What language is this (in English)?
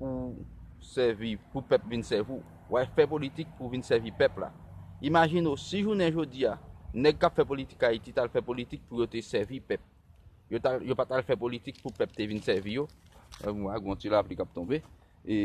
Haitian Creole